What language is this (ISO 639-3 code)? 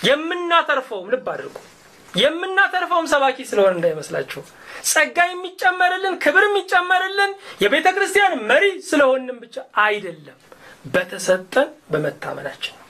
amh